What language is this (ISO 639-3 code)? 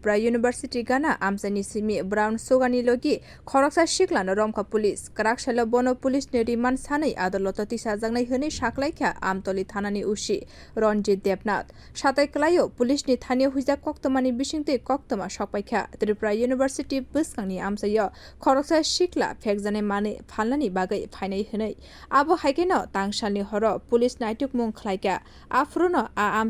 trp